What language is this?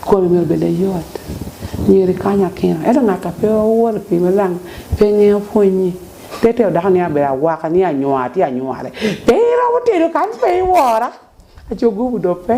Lango (Uganda)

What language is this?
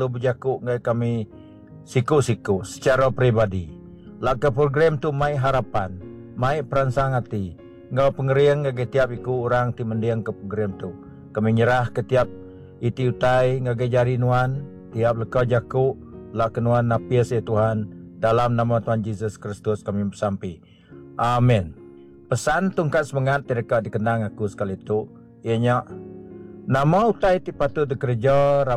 Iban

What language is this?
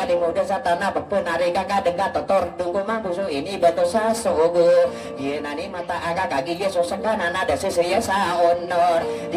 Maranao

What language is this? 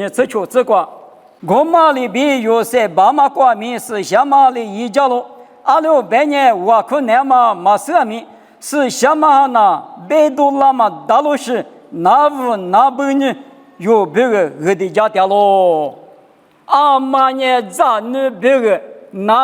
Lisu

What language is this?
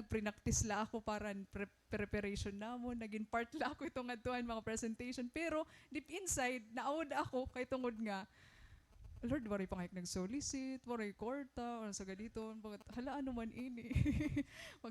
Waray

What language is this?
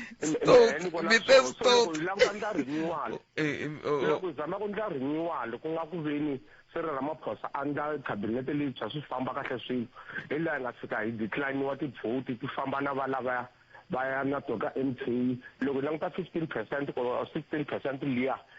Tsonga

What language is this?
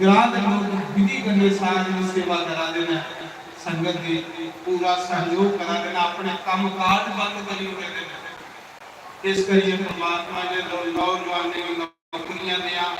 Dogri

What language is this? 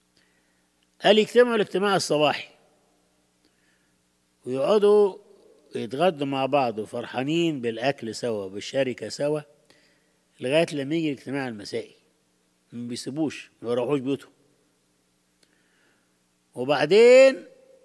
Egyptian Arabic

